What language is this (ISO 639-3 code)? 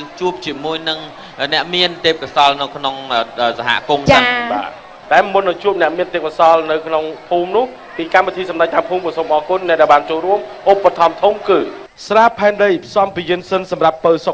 khm